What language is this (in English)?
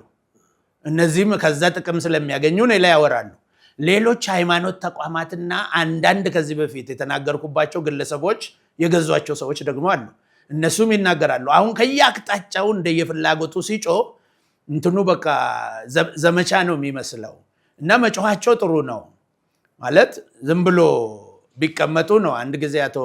Amharic